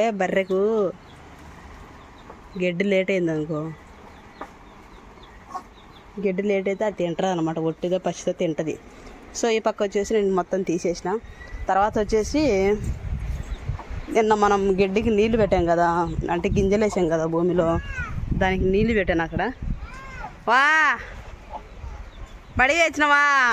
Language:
Telugu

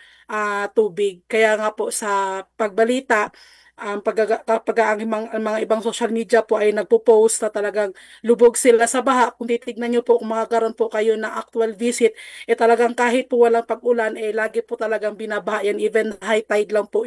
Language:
Filipino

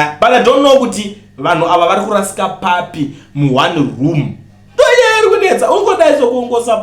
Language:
Shona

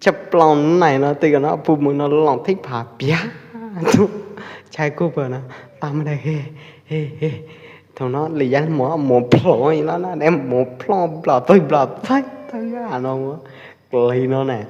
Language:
Pwo Eastern Karen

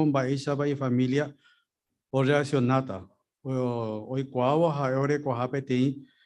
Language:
Guarani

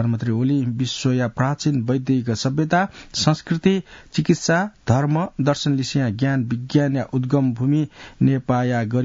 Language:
Newari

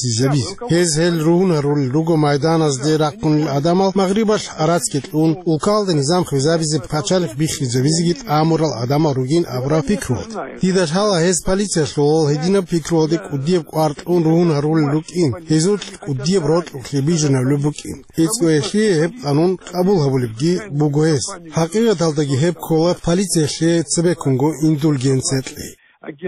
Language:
Avaric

